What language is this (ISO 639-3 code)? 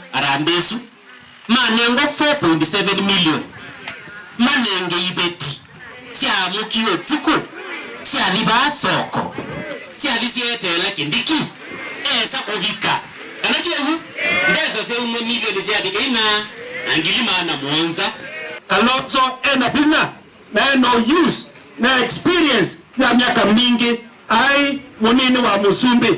kam